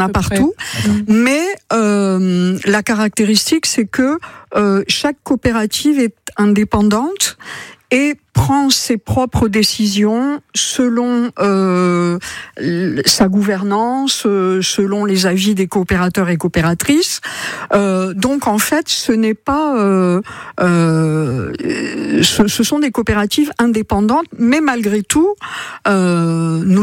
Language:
French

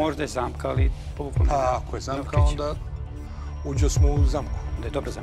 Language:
Serbian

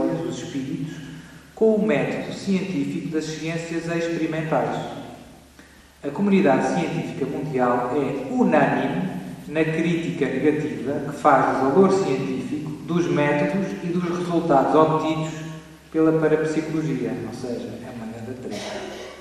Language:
Portuguese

